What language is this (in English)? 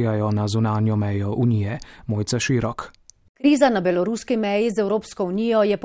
Slovenian